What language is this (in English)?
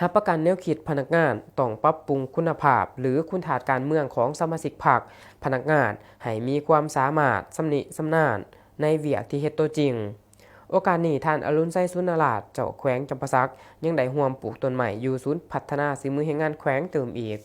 Lao